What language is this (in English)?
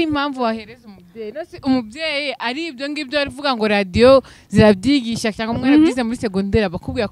Kinyarwanda